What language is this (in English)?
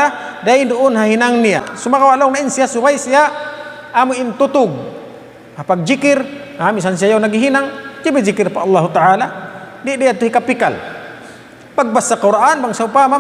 Tausug